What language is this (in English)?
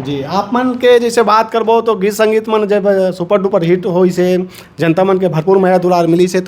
Chhattisgarhi